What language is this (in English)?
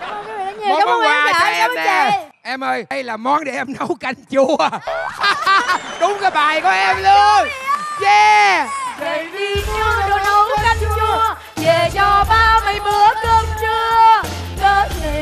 Vietnamese